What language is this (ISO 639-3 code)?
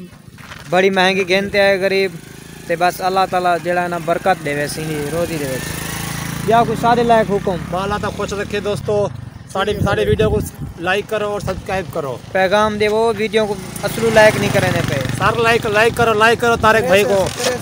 skr